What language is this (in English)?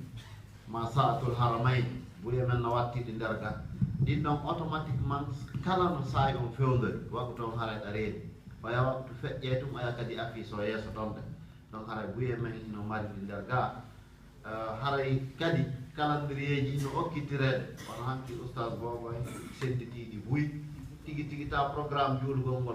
Fula